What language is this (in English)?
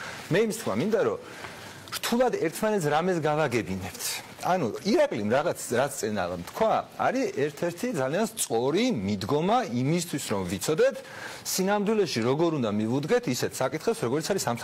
Georgian